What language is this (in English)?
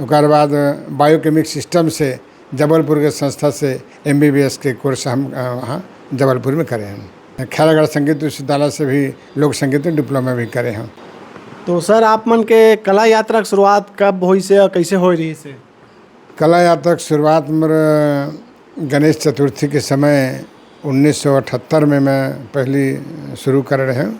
Chhattisgarhi